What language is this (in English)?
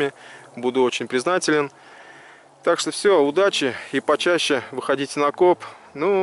Russian